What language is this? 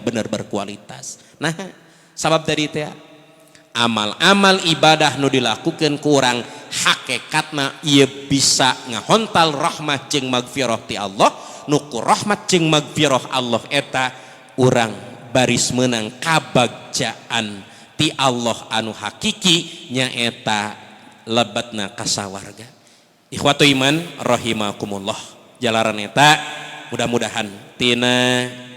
Sundanese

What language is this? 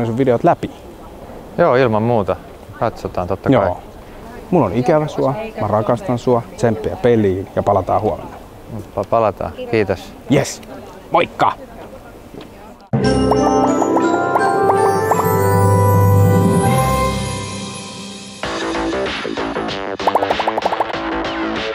Finnish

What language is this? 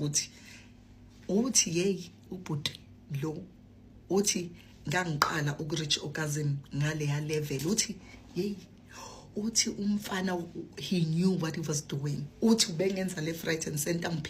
Zulu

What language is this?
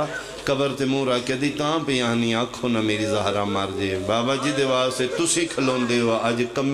Pahari-Potwari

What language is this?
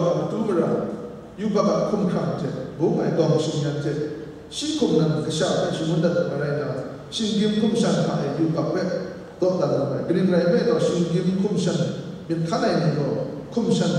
Kachin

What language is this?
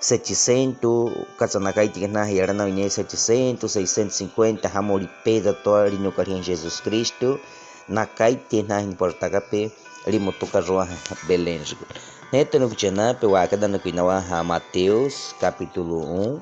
Baniwa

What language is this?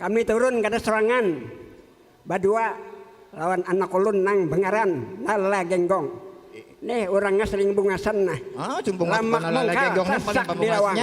Banjar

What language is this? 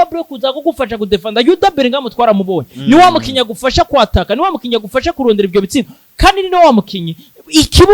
Rundi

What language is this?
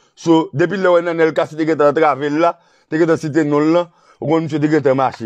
Haitian Creole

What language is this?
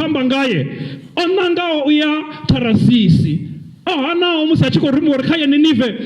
Venda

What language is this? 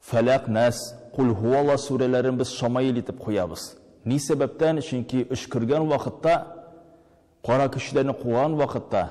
Tatar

